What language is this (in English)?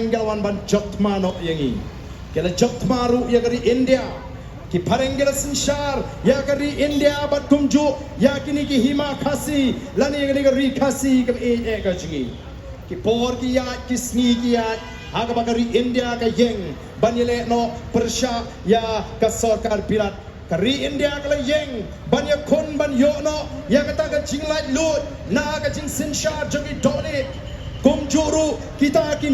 Khasi